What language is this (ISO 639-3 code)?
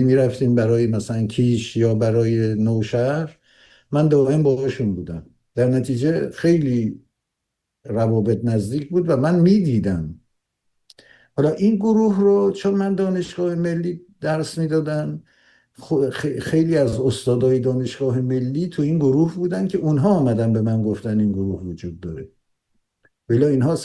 fas